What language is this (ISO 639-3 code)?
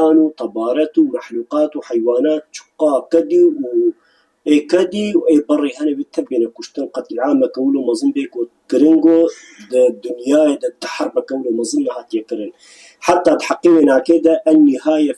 kur